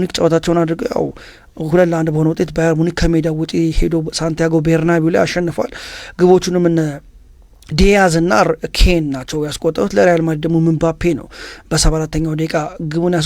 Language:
Amharic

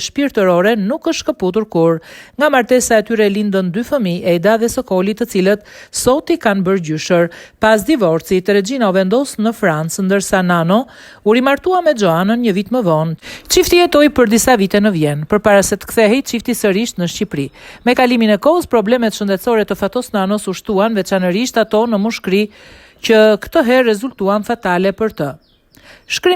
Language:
Albanian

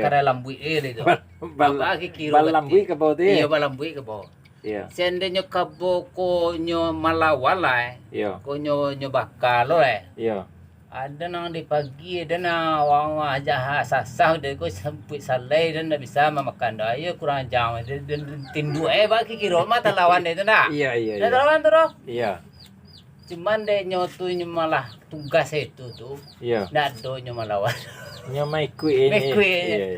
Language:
Minangkabau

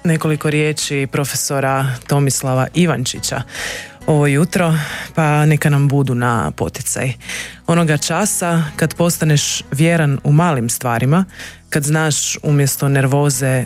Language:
Croatian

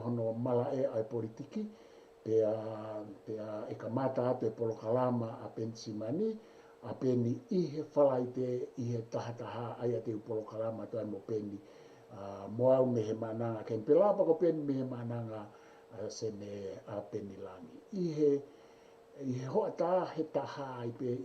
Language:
Tongan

